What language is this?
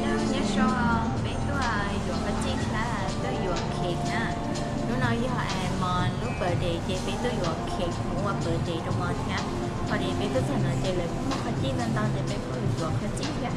Hmong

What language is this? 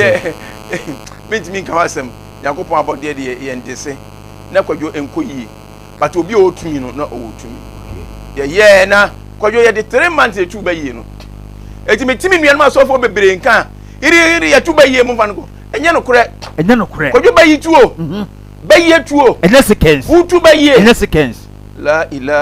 Akan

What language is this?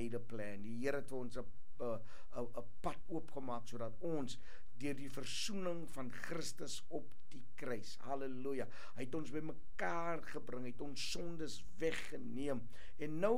Afrikaans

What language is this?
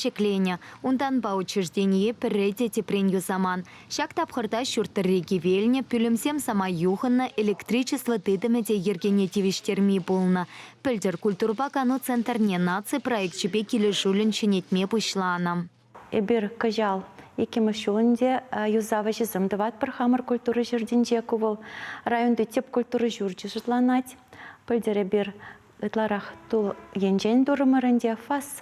Chuvash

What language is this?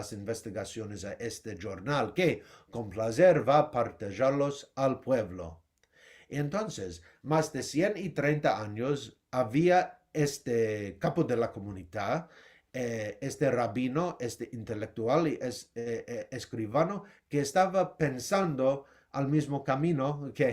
Ladino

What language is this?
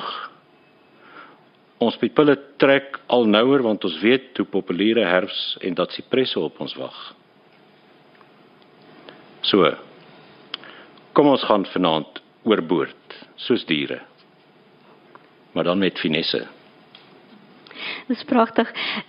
Afrikaans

